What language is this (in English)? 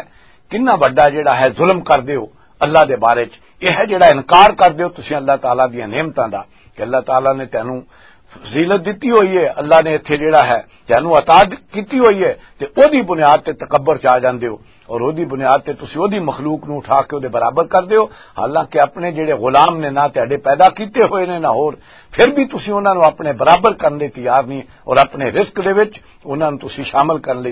Western Panjabi